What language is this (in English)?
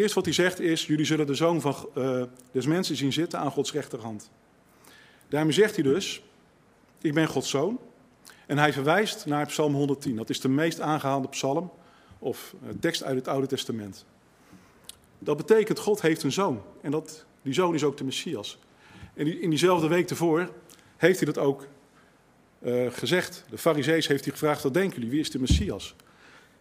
Dutch